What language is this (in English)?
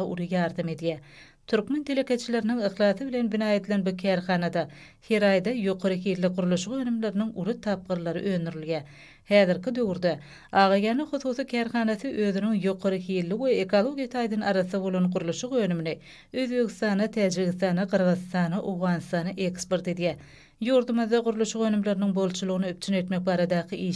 Turkmen